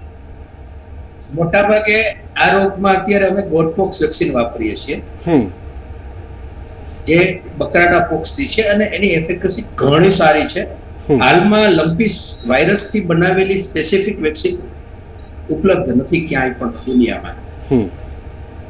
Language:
Gujarati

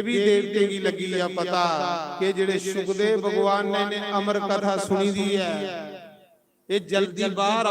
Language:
Dogri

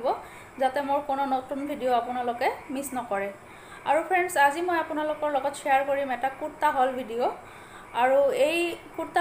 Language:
Assamese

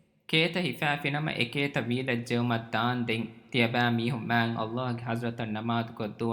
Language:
Divehi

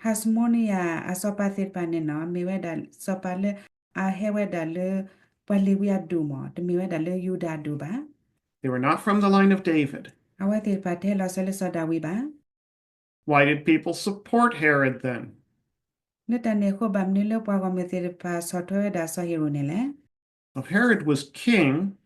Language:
S'gaw Karen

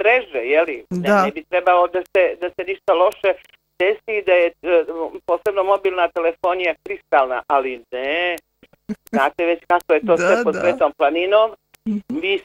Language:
Bosnian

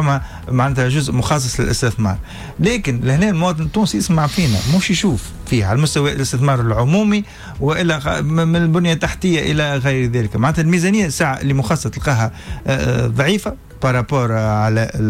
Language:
Tunisian Arabic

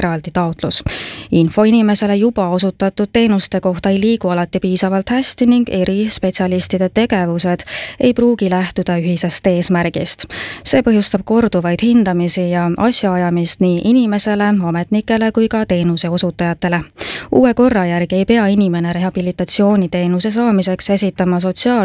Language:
Estonian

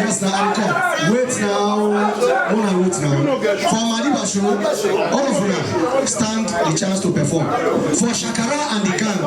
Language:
Nigerian Pidgin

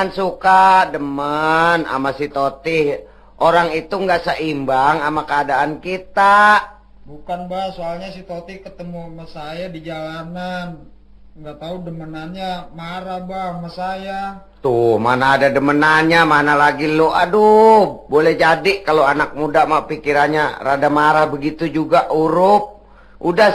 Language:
Betawi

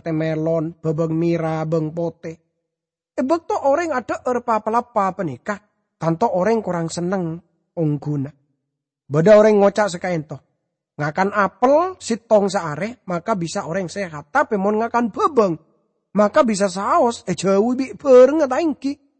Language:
Madurese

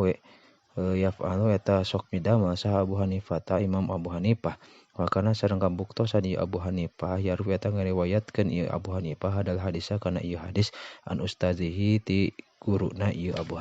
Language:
Sundanese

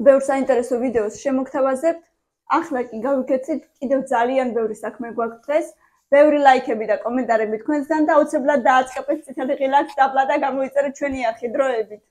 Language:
Georgian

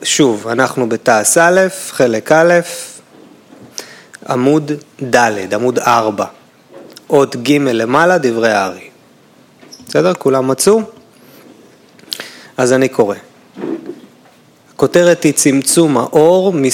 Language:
Hebrew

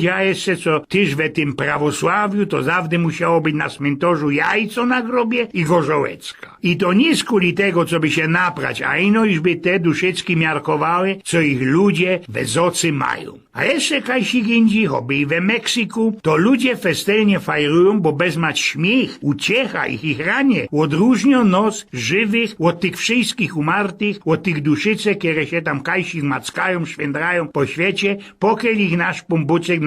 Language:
Silesian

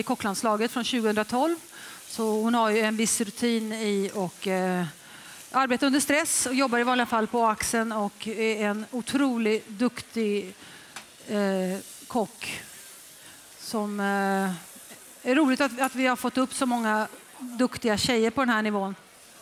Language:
Swedish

